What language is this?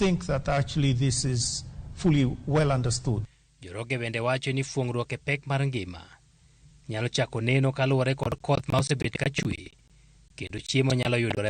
Luo (Kenya and Tanzania)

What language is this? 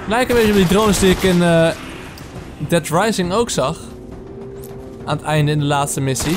Dutch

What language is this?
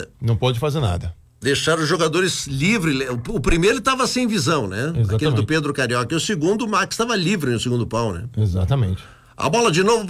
Portuguese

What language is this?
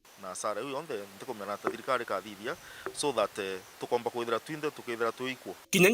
Meru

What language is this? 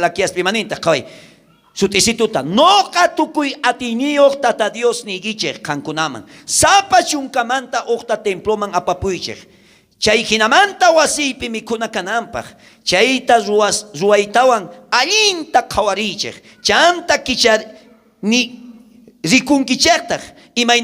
South Bolivian Quechua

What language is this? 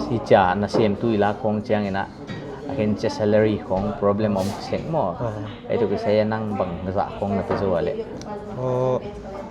Paite Chin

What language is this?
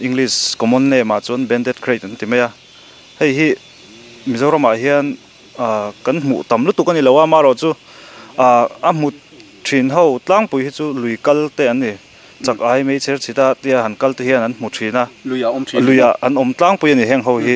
Mizo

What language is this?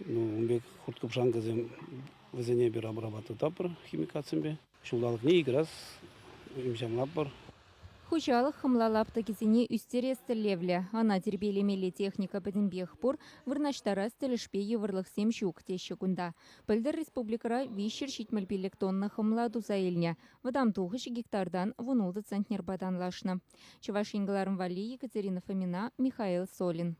Chuvash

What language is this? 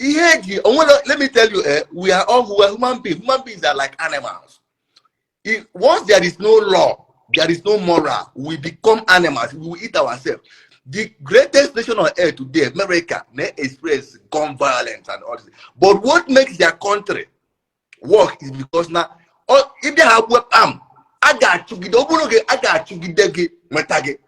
Igbo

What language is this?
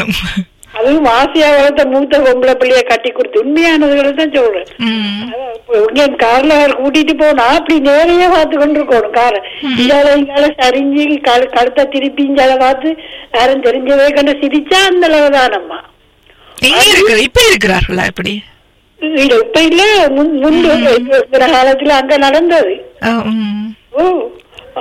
Tamil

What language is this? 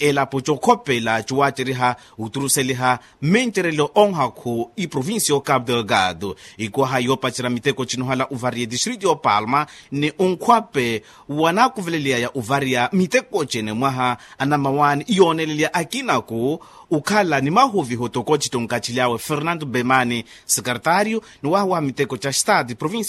Makhuwa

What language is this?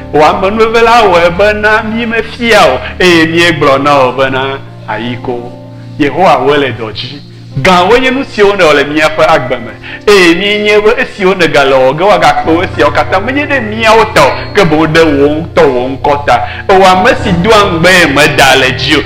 Ewe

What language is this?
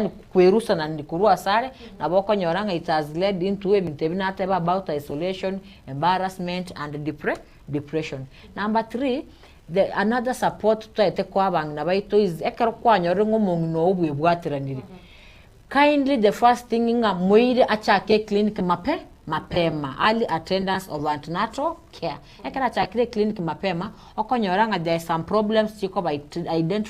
Gusii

